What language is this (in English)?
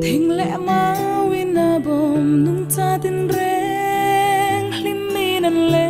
Mizo